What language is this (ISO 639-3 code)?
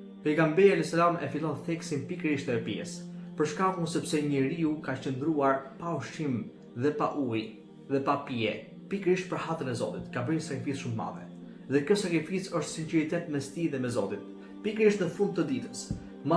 sqi